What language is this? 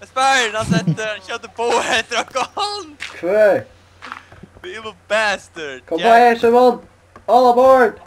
Faroese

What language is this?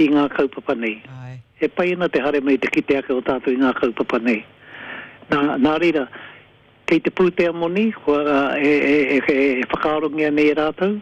Māori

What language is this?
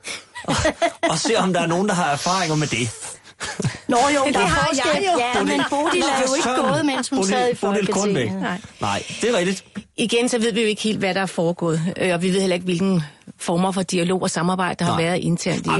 Danish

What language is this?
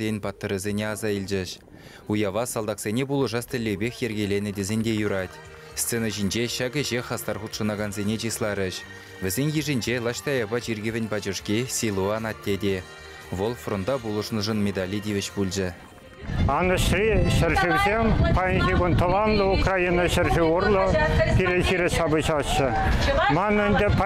Chuvash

